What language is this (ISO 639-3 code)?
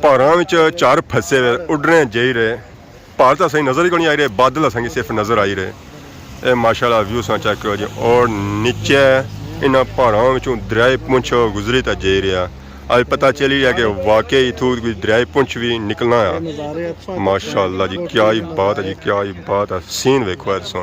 phr